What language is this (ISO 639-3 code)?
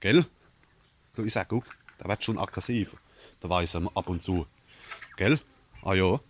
pfl